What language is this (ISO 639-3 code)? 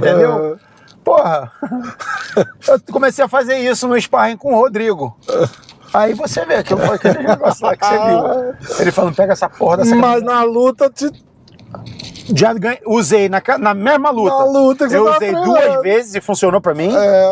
por